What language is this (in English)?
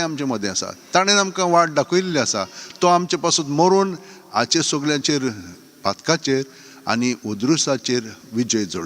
Konkani